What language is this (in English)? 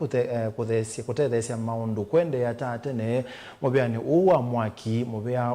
Kamba